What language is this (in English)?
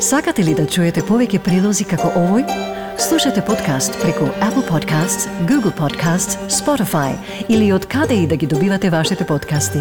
Macedonian